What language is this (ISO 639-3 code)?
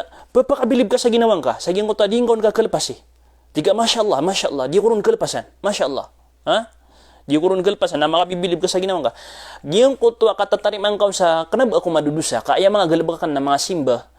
mrw